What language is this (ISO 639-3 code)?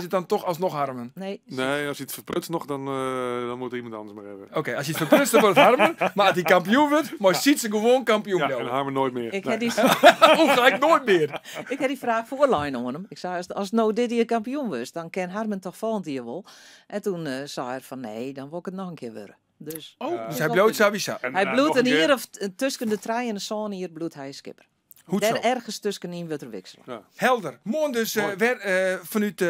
fry